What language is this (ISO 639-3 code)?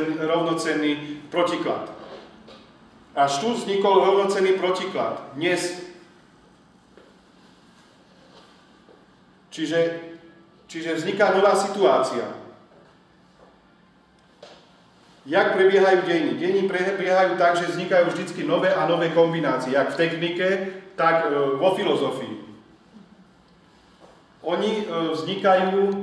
slk